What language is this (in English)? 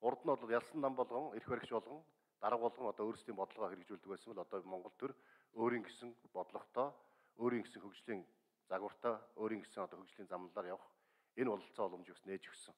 Mongolian